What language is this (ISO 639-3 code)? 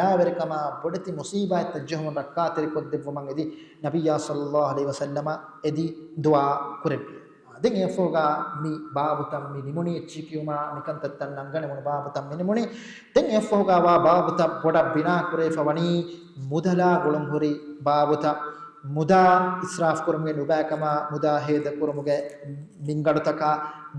div